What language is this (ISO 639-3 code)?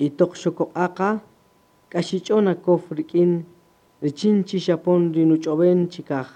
cak